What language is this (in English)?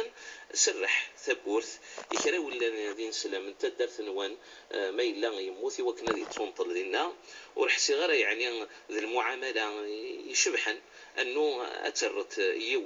Kabyle